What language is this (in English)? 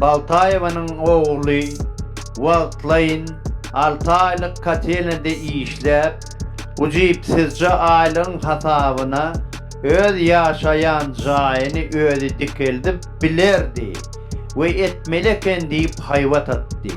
Turkmen